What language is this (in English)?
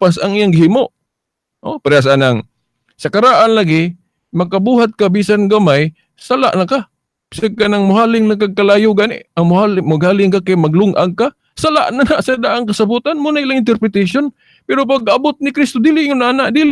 Cebuano